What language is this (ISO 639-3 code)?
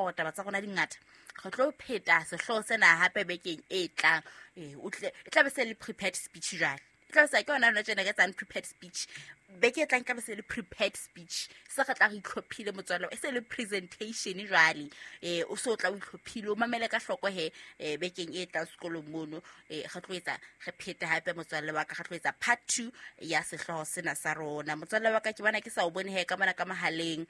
sot